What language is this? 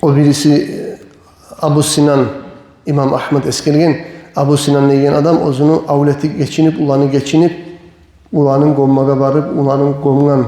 Kumyk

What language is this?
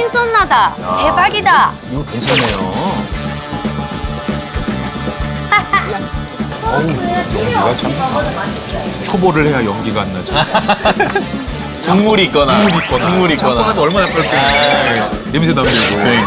Korean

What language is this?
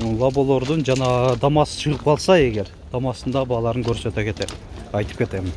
Kyrgyz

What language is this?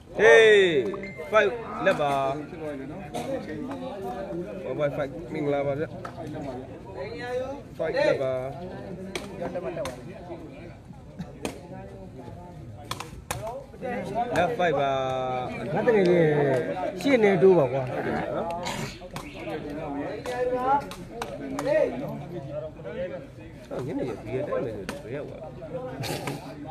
Burmese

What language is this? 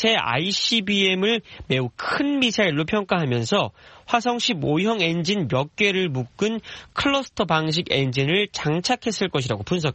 Korean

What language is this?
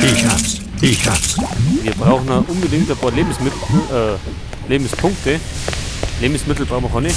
Bavarian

